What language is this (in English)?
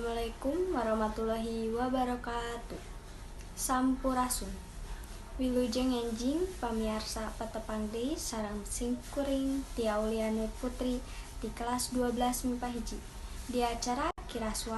Sundanese